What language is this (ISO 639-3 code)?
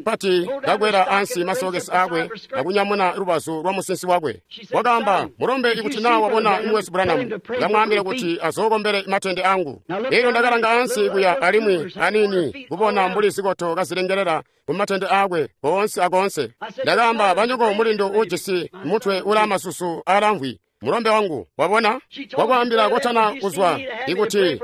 toi